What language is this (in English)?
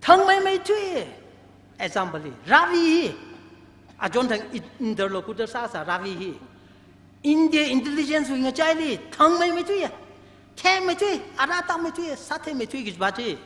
Tangkhul Naga (India)